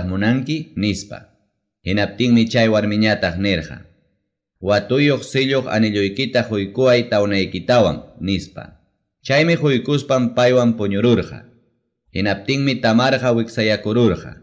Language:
Ayacucho Quechua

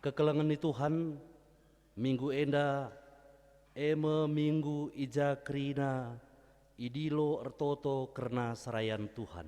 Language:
Batak Karo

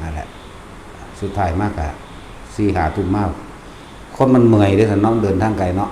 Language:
Northeastern Thai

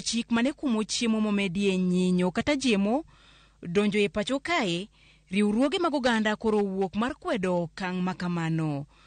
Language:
Luo (Kenya and Tanzania)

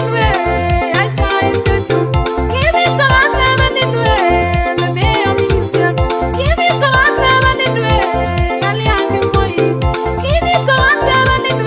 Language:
Kalenjin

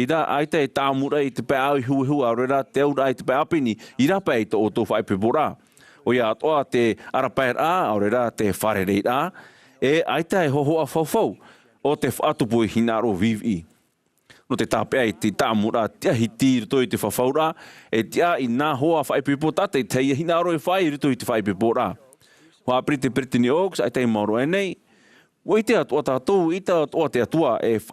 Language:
Tahitian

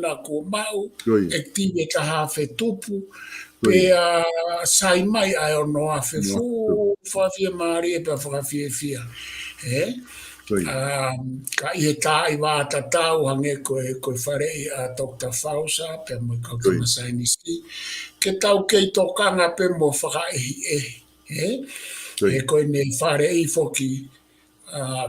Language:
Tongan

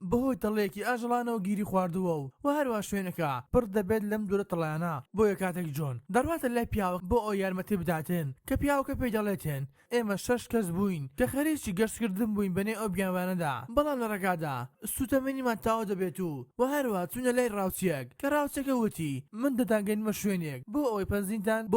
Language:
Central Kurdish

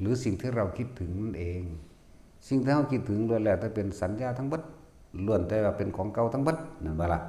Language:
Northeastern Thai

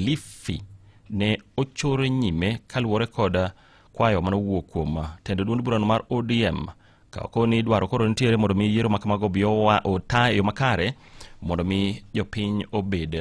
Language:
Luo (Kenya and Tanzania)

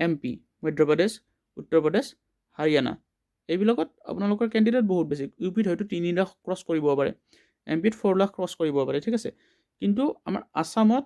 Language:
Assamese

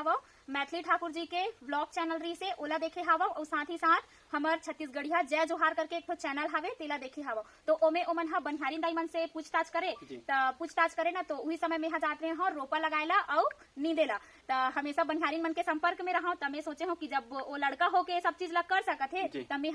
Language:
Chhattisgarhi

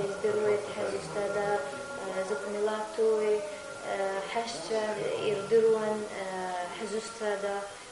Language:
Abkhazian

